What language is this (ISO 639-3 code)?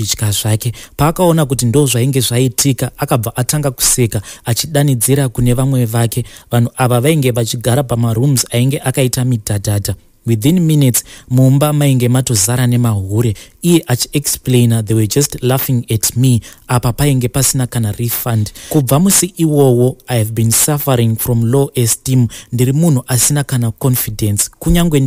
sna